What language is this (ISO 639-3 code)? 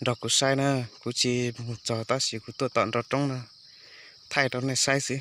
hmn